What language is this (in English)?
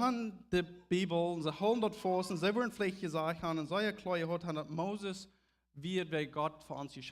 Plautdietsch